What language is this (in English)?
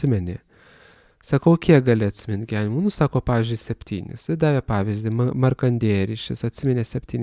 Lithuanian